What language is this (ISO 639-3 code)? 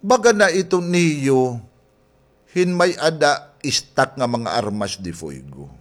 war